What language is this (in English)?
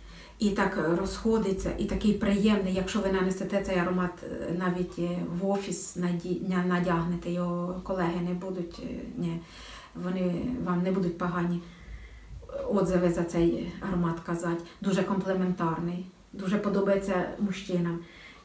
Ukrainian